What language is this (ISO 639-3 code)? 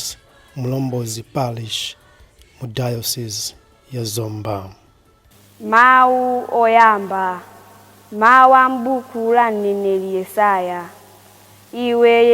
nya